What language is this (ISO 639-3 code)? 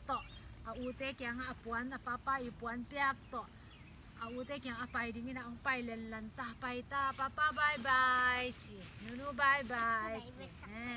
ctd